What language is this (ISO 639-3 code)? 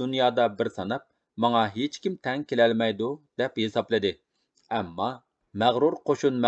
uig